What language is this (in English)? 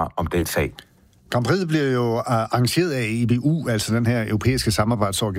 Danish